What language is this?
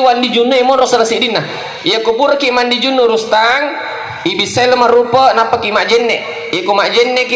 Buginese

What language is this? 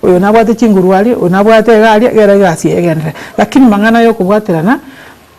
Gusii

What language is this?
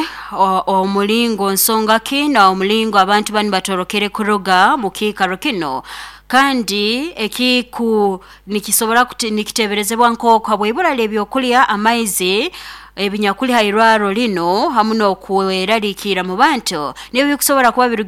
Nyankole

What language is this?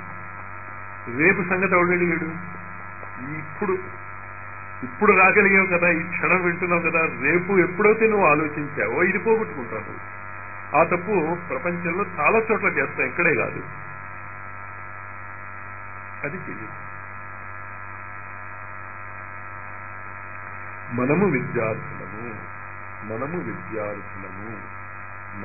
Telugu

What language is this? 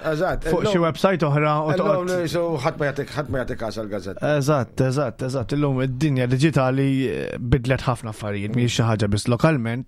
Maltese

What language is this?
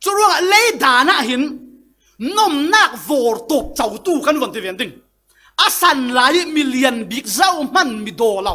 Falam Chin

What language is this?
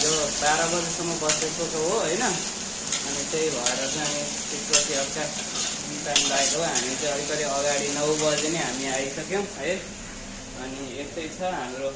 Nepali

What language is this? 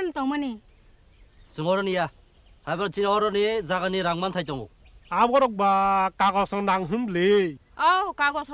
Kok Borok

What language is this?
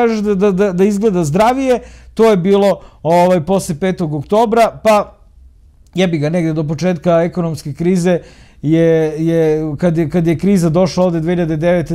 Serbian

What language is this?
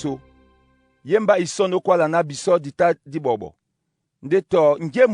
Duala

